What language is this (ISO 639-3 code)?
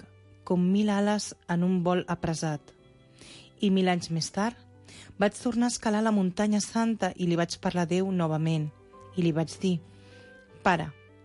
cat